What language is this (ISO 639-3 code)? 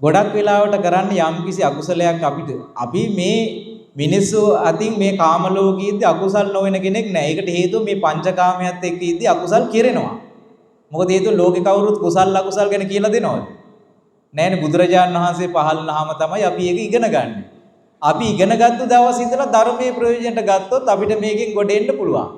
sin